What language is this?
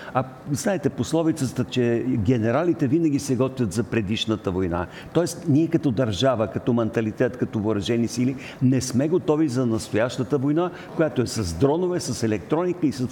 Bulgarian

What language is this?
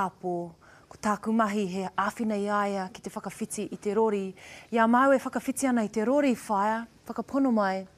Māori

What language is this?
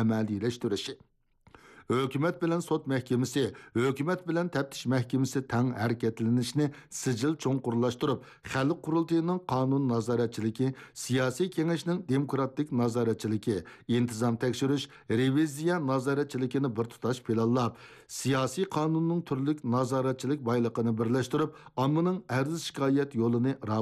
Uyghur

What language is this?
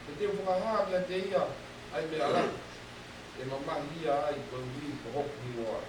Tongan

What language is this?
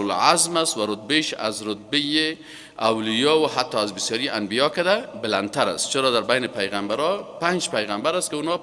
Persian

